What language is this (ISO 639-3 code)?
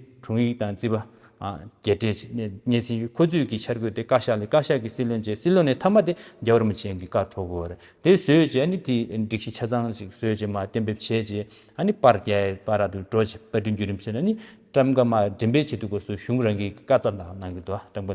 bod